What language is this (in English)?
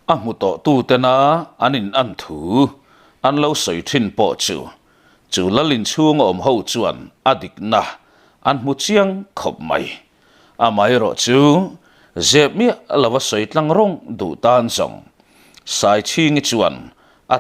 Mizo